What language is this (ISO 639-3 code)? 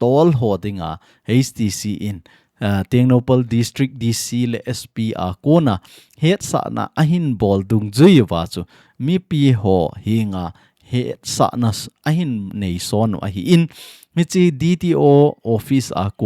tcz